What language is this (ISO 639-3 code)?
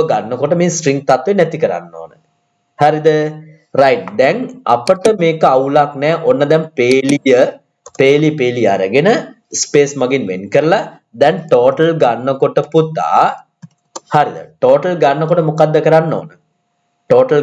sin